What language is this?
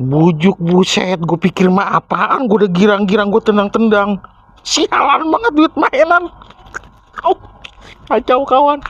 Betawi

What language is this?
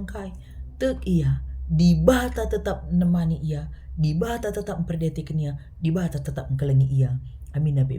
Batak Karo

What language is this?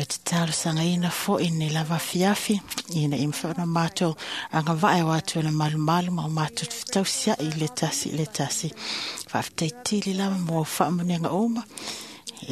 Samoan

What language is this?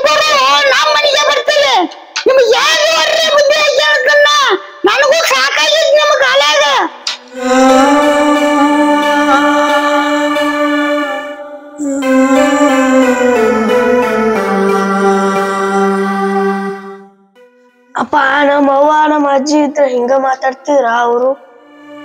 Kannada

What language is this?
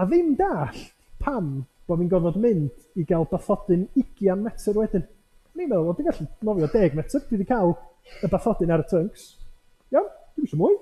Welsh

